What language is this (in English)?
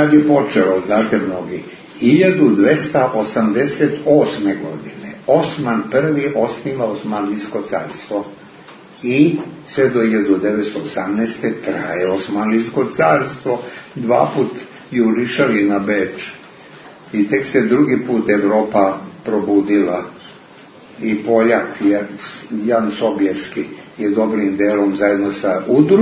Serbian